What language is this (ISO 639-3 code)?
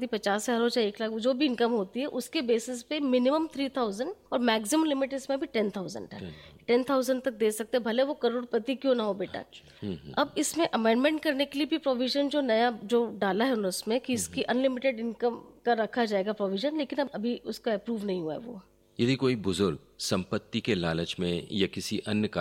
hin